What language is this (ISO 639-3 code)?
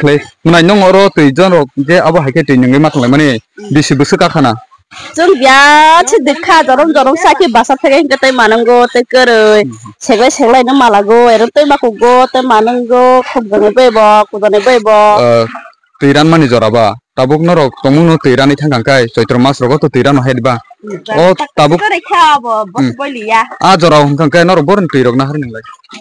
trp